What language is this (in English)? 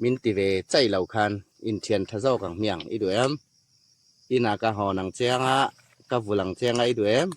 Hmar